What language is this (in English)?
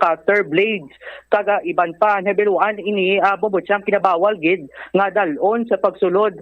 Hiligaynon